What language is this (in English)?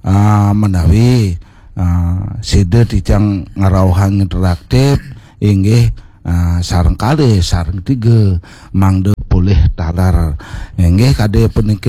Balinese